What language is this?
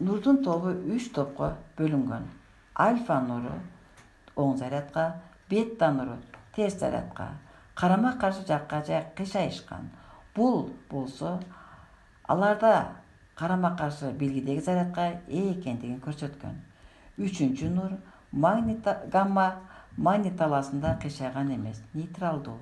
Kyrgyz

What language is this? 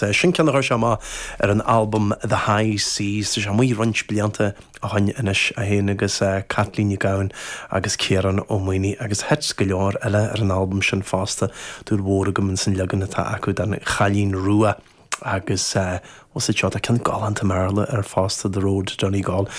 Irish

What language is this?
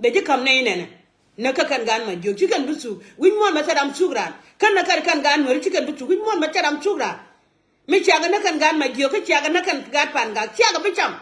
Nuer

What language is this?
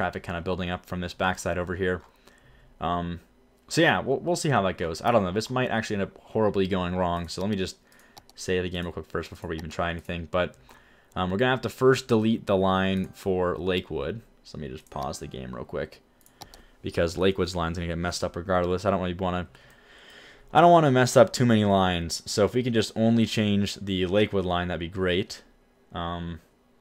English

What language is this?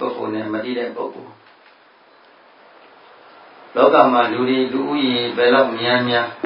Burmese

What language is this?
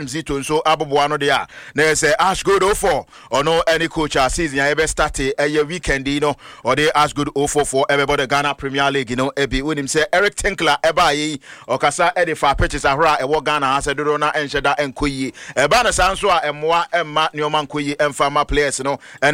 Akan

